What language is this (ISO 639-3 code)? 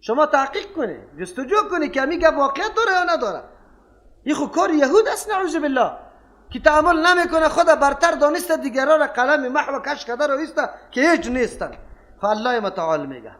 fas